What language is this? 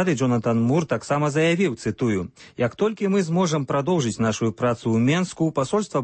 Belarusian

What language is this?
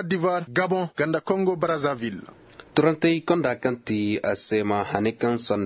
Koyraboro Senni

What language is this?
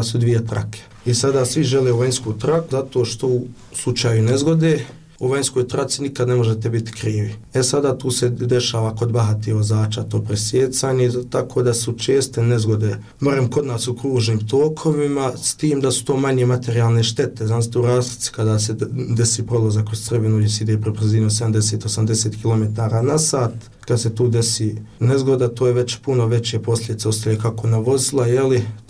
Bosnian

